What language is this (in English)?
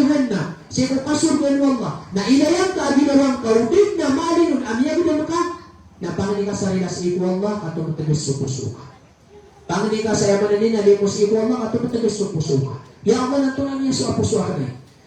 Maranao